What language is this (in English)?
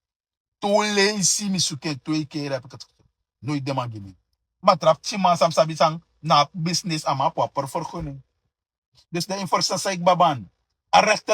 Sranan Tongo